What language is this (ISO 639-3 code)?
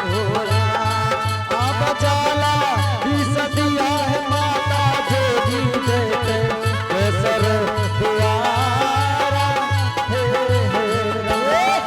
anp